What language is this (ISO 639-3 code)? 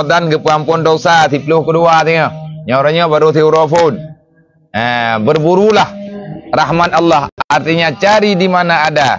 ace